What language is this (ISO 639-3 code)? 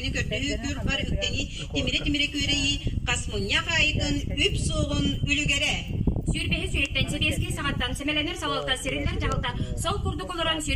sah